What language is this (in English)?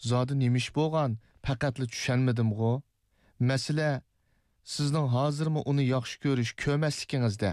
Uyghur